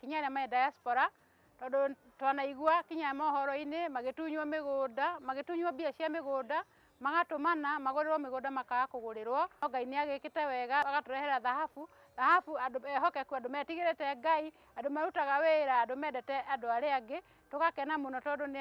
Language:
Kikuyu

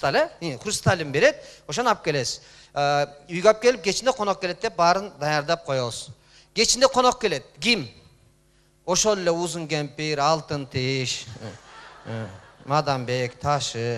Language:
Kyrgyz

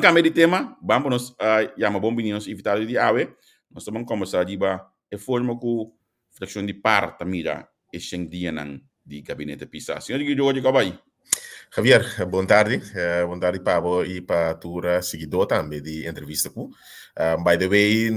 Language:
Papiamento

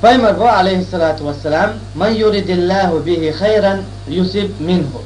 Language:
Chechen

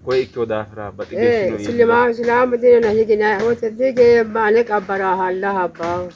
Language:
Sidamo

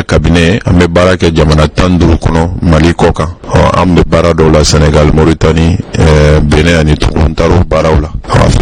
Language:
Bambara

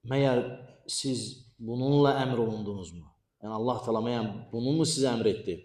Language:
Azerbaijani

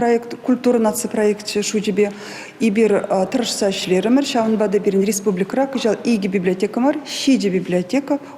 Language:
Chuvash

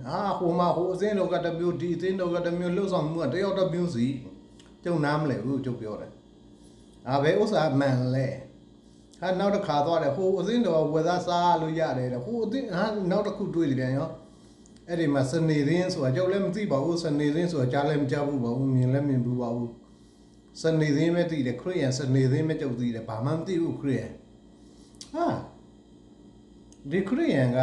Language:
Burmese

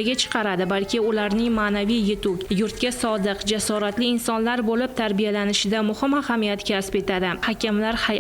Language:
Uzbek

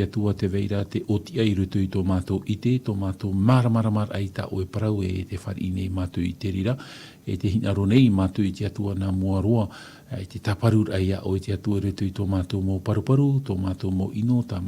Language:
Tahitian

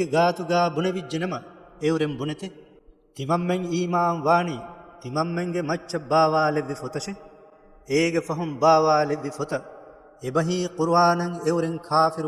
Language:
Divehi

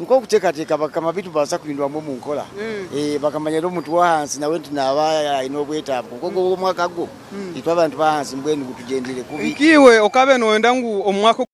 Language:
Nyankole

